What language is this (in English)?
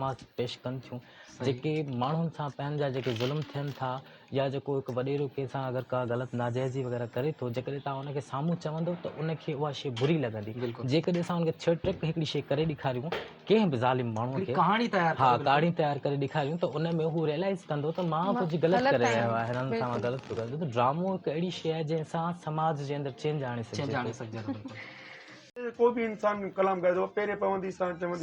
Sindhi